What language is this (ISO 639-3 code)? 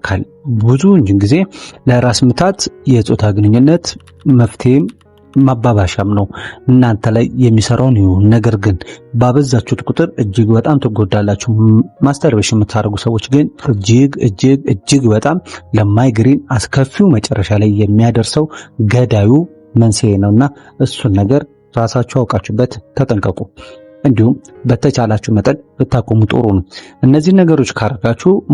amh